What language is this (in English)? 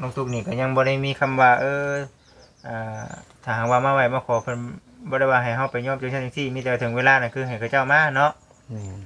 Northeastern Thai